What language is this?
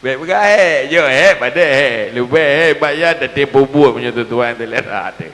Achinese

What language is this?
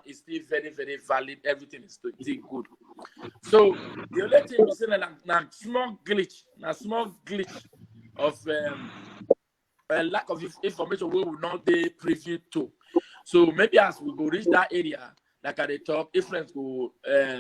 Nigerian Pidgin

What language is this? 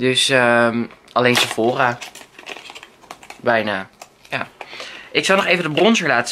Dutch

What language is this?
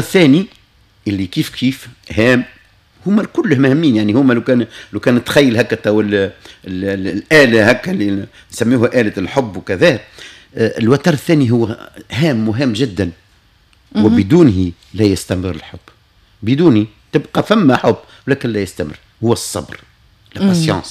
Tunisian Arabic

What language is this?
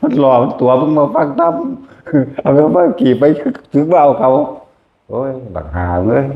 Northeastern Thai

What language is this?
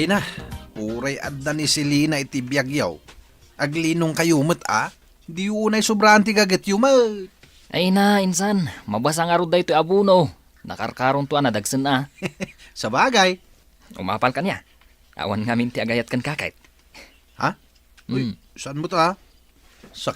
Iloko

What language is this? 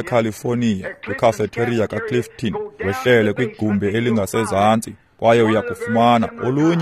Xhosa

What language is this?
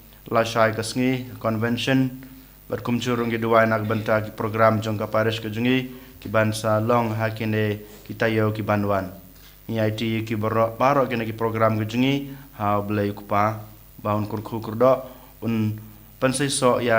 Khasi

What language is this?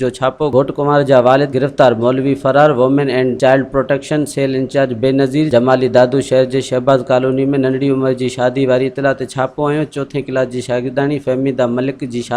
Sindhi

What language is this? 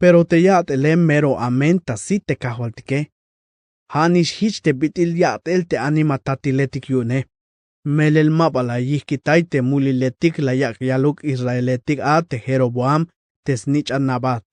Tzeltal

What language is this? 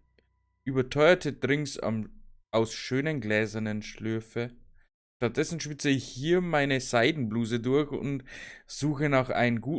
Bavarian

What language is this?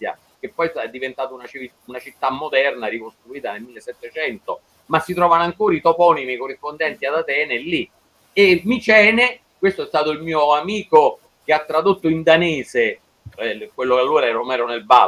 Italian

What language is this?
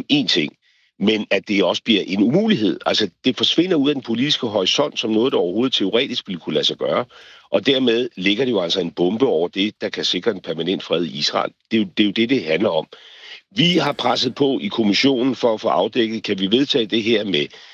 Danish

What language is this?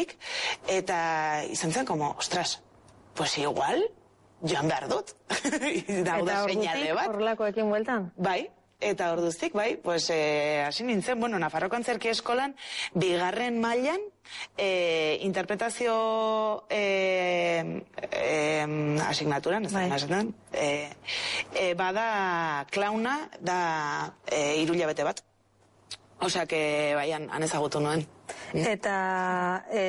Basque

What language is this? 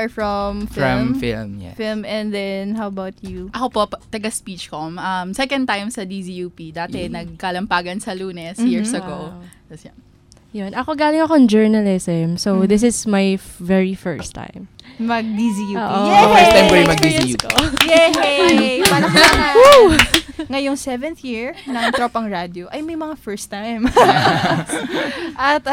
Filipino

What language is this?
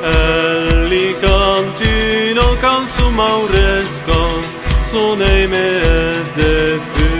Occitan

